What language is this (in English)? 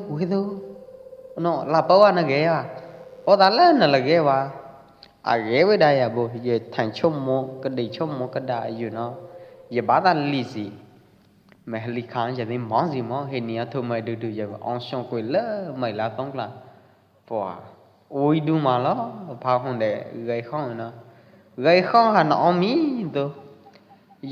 Pwo Eastern Karen